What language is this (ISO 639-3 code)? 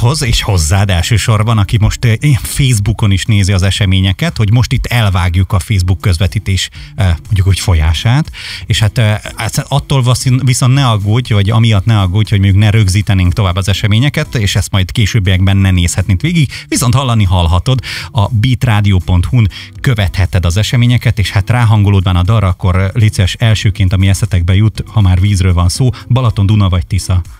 hun